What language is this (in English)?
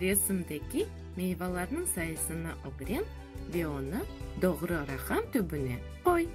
Crimean Tatar